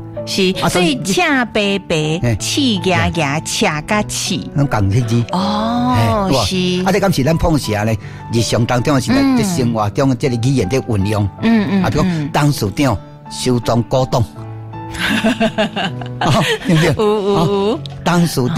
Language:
Min Nan Chinese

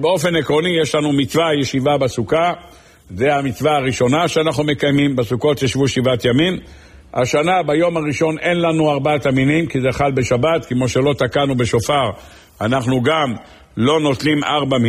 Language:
Hebrew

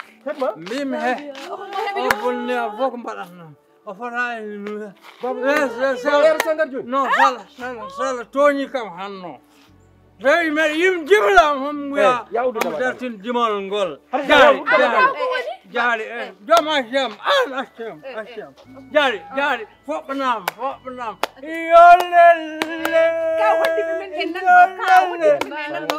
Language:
Fula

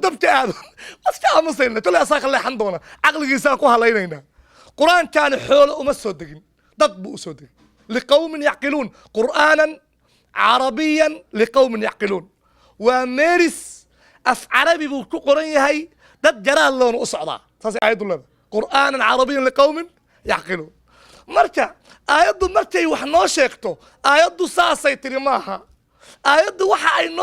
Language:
Somali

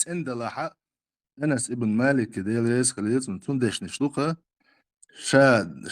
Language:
Chechen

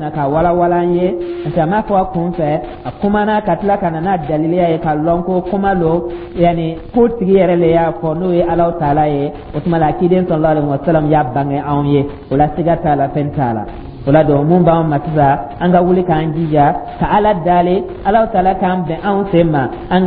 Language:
Dyula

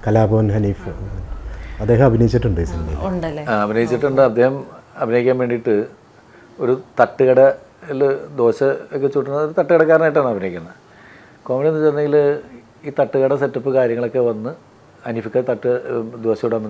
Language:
Malayalam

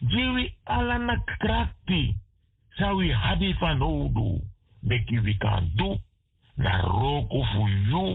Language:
Sranan Tongo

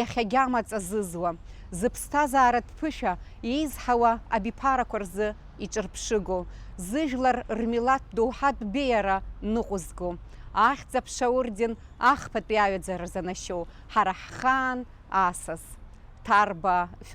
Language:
Abkhazian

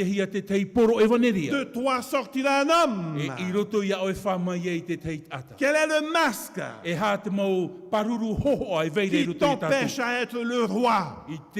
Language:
Tahitian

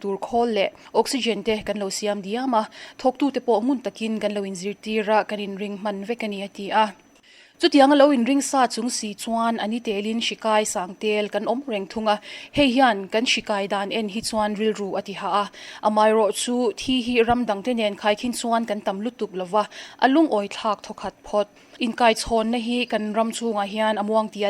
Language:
Mizo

